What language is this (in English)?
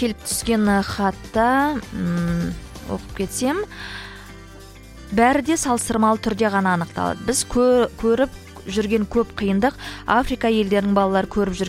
Kazakh